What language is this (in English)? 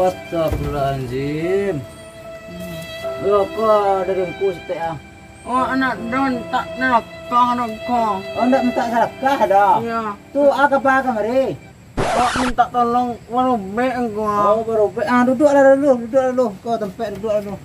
Minangkabau